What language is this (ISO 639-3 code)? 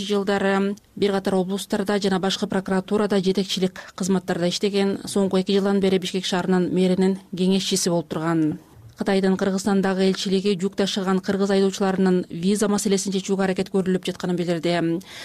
kir